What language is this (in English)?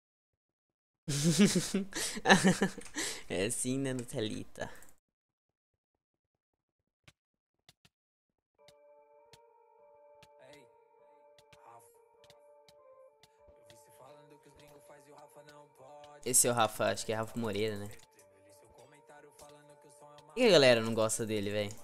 Portuguese